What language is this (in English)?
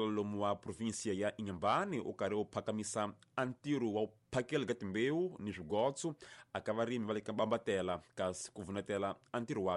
Tsonga